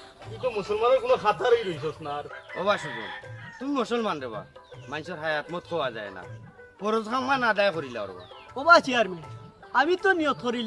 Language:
Sylheti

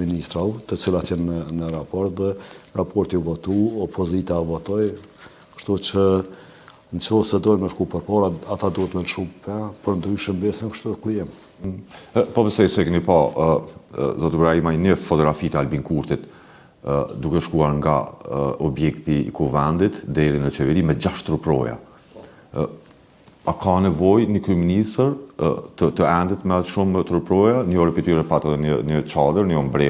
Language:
Albanian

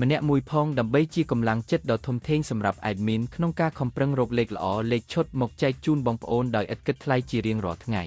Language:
Khmer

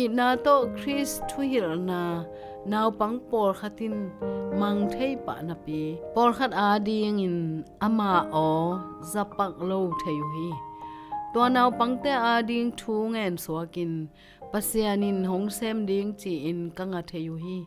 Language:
Tedim Chin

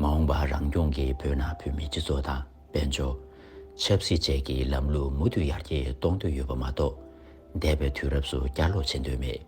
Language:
Tibetan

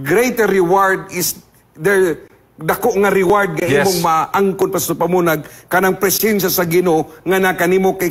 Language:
Cebuano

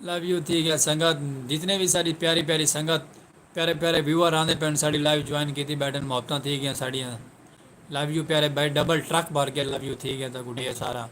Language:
Saraiki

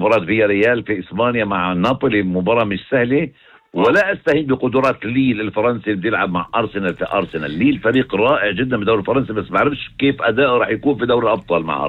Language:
North Levantine Arabic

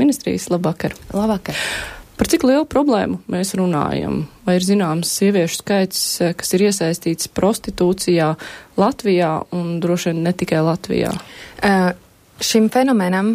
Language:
Latvian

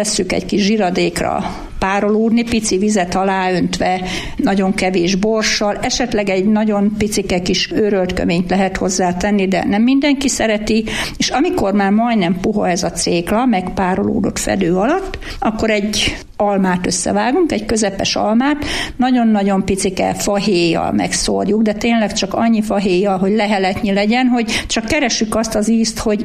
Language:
Hungarian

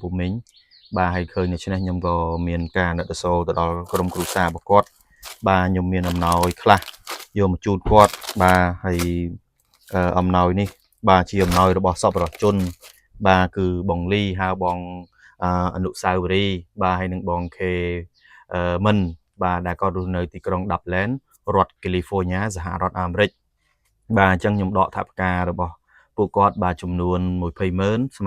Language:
Khmer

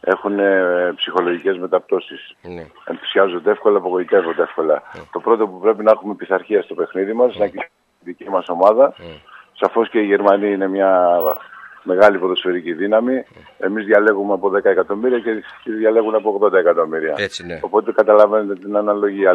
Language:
Greek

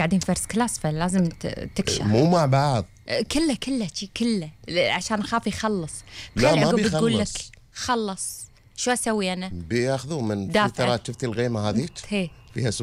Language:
Gulf Arabic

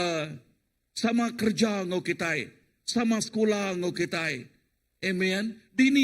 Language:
Iban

